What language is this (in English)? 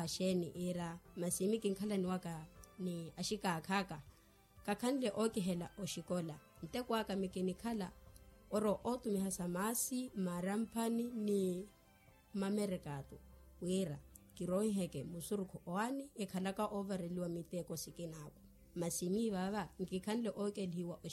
Makhuwa